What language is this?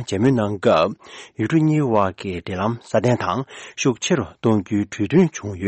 Tibetan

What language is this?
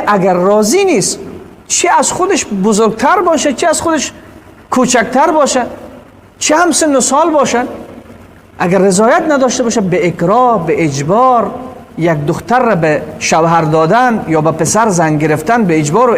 Persian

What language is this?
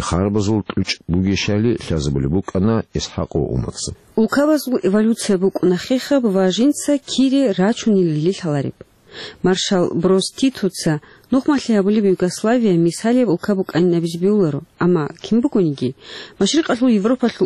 Avaric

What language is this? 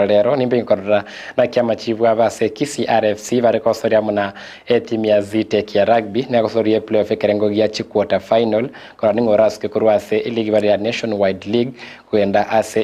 Gusii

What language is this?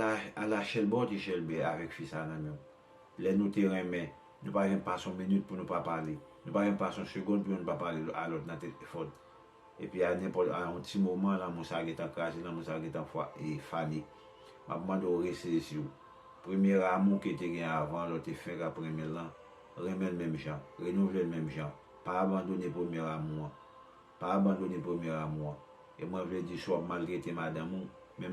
Haitian Creole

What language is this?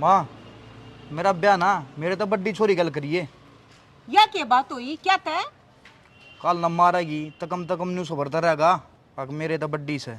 Haryanvi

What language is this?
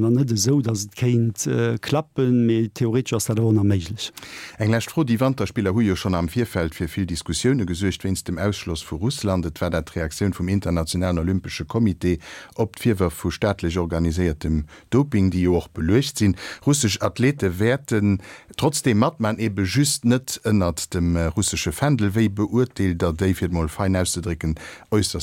Luxembourgish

